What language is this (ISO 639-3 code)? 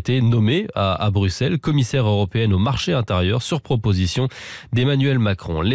fra